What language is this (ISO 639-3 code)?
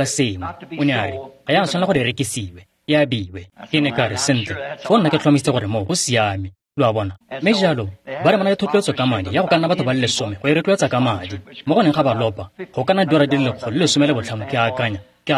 tsn